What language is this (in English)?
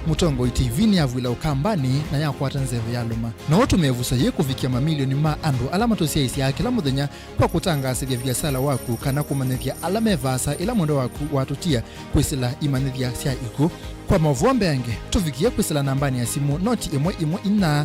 Kamba